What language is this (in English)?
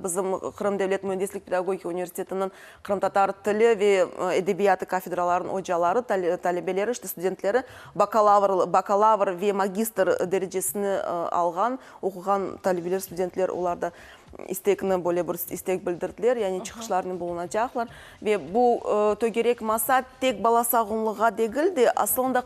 Crimean Tatar